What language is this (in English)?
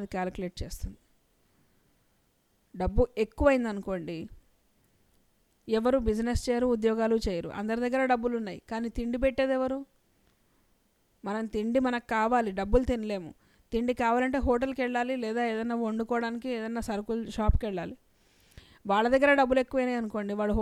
Telugu